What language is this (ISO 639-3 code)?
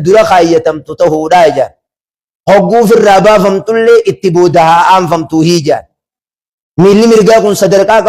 orm